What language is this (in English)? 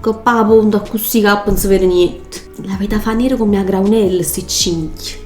Neapolitan